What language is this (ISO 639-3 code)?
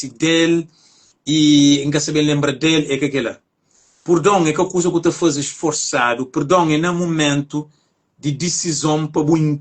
kea